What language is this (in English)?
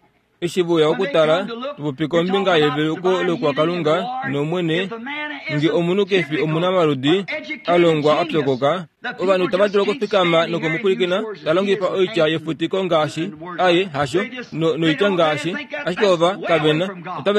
Kuanyama